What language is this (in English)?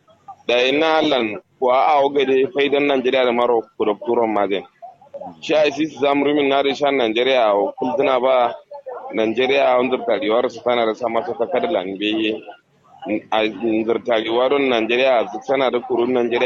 Kanuri